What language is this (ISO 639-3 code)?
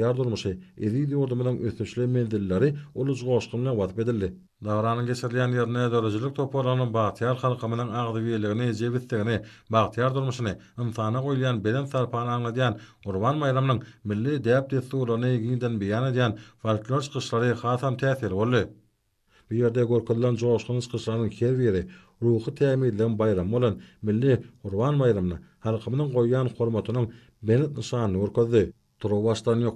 tuk